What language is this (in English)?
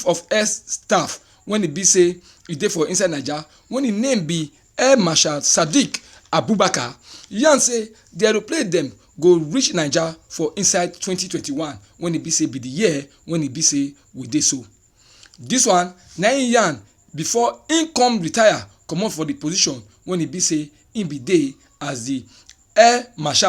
Nigerian Pidgin